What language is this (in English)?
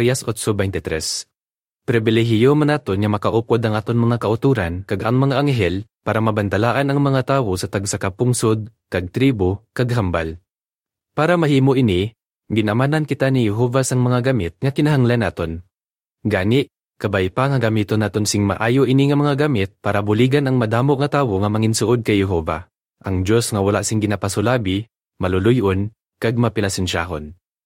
Hiligaynon